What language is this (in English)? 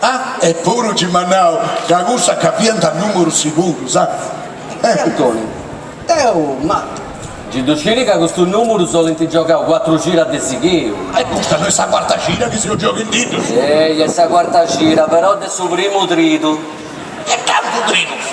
Sardinian